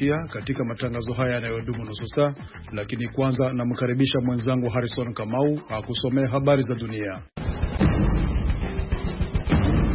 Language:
Swahili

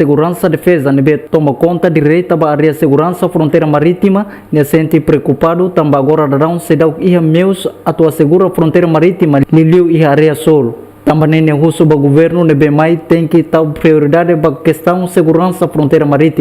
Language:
Tetum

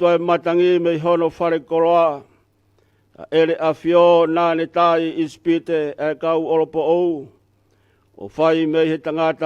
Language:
Tongan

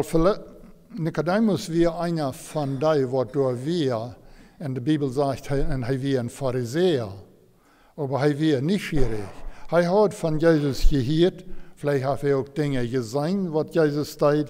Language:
Plautdietsch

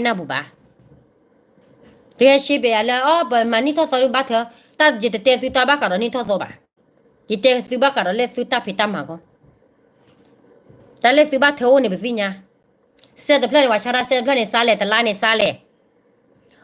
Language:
S'gaw Karen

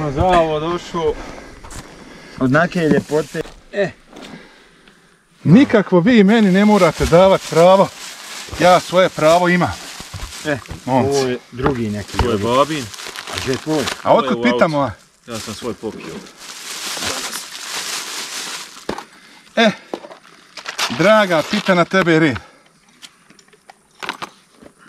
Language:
Bosnian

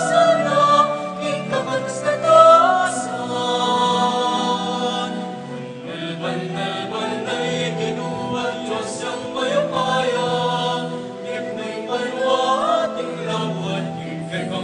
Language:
Pampanga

